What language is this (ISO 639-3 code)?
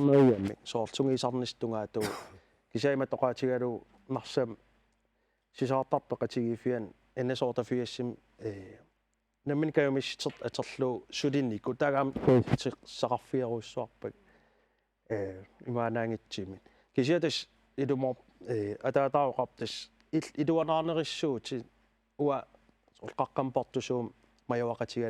kal